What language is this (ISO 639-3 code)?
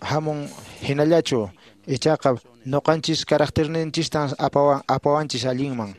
que